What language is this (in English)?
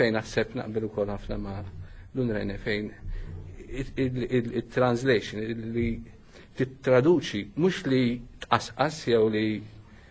Maltese